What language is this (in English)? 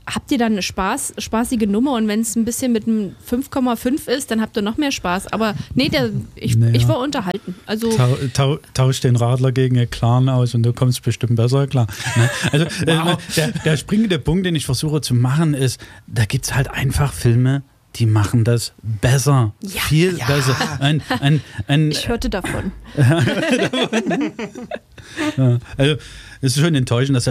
German